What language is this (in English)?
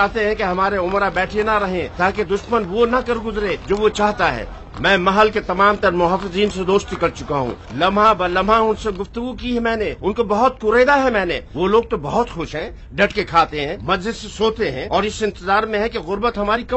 Urdu